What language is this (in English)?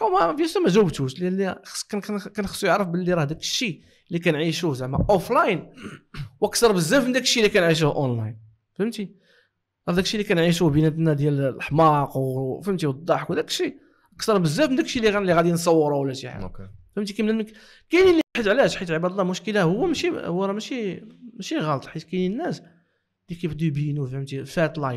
Moroccan Arabic